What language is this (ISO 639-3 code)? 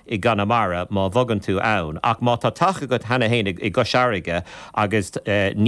gle